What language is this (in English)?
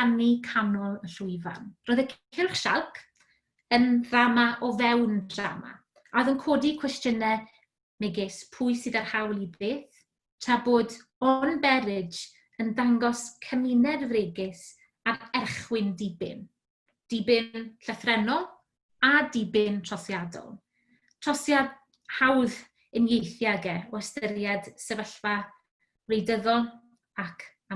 Welsh